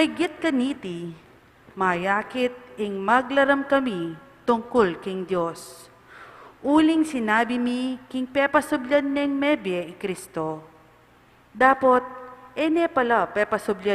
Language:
Pampanga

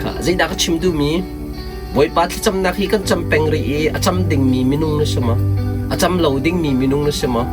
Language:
Hakha Chin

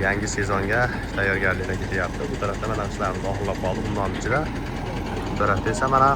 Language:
Uzbek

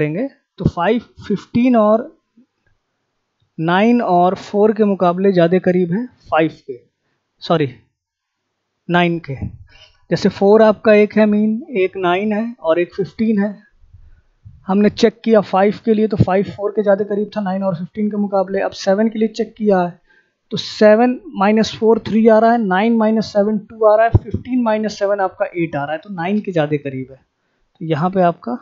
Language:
Hindi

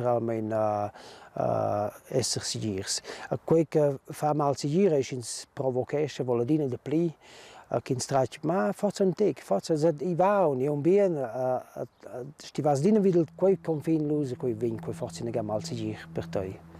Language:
Romansh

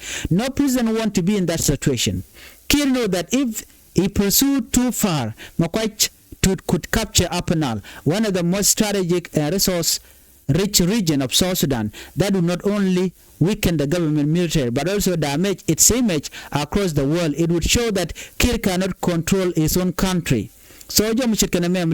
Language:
Nuer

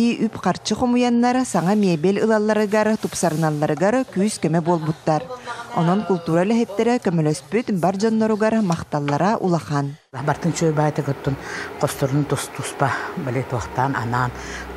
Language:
Yakut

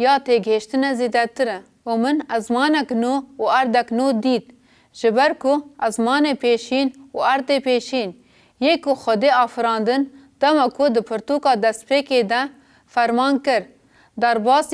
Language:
Kurdish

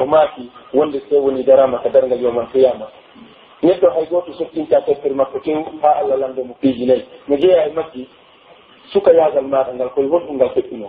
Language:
Pular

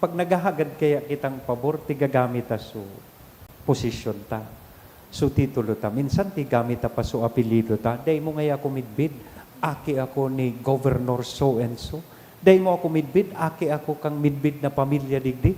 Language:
Bikol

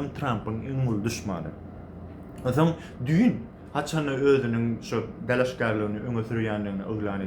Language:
Turkmen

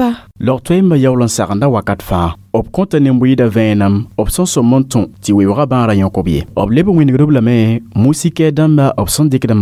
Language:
Mossi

